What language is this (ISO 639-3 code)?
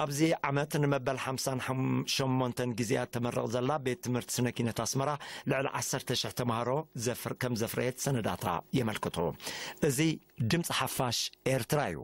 tir